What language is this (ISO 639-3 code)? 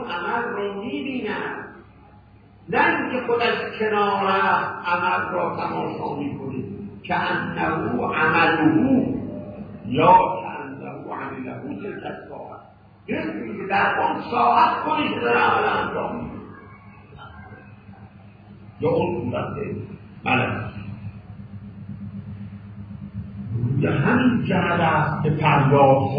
fas